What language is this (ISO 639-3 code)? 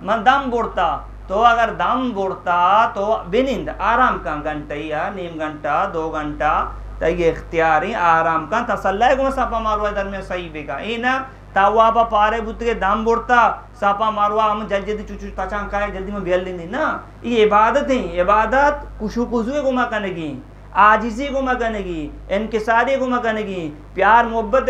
bgp